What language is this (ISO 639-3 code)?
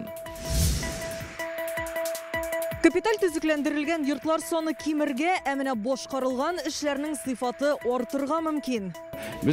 tat